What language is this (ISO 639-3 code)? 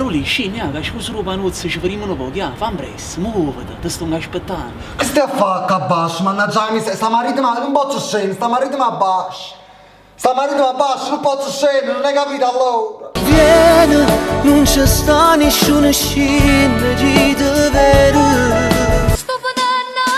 nap